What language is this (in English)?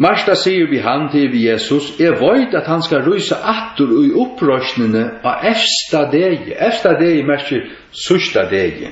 Faroese